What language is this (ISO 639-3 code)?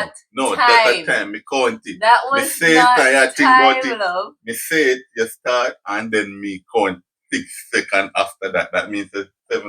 jam